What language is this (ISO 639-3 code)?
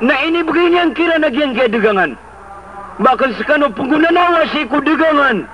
mrw